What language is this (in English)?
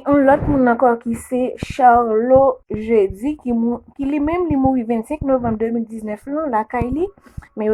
Haitian Creole